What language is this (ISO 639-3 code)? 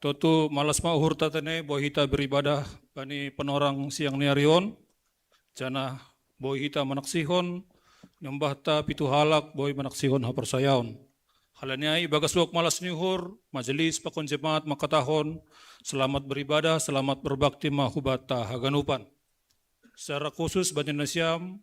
bts